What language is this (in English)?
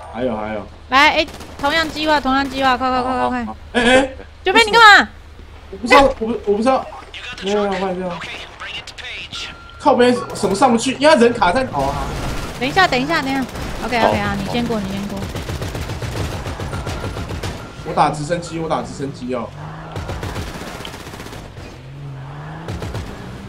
Chinese